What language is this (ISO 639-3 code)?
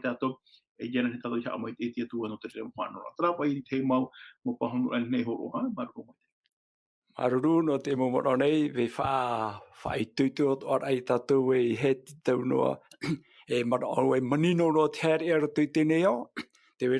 tah